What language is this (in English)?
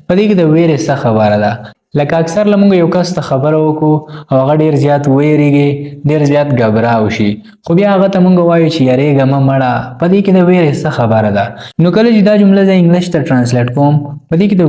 Pashto